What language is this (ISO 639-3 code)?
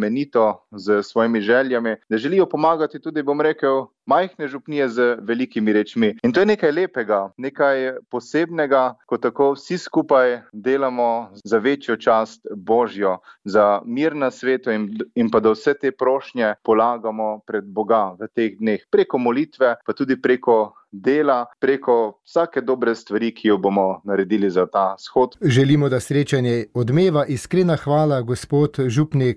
slv